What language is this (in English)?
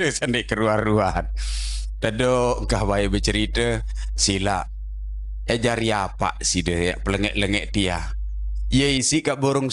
Sasak